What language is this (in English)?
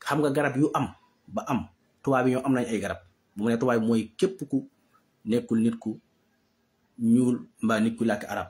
Wolof